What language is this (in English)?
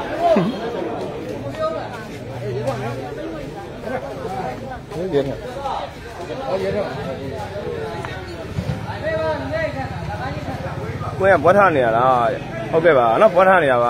Burmese